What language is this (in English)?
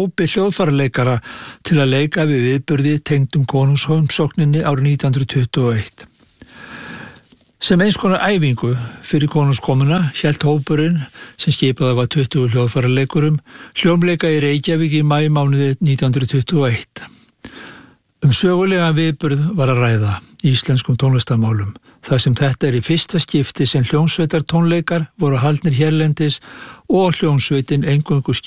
Icelandic